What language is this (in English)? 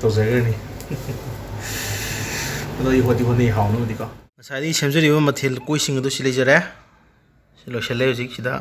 Manipuri